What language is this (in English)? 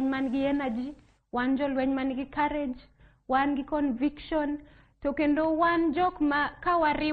Luo (Kenya and Tanzania)